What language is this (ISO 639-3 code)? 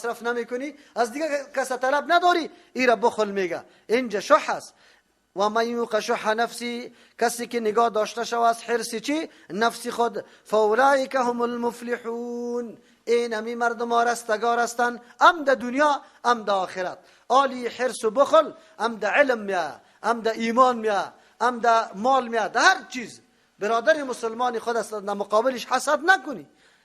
fas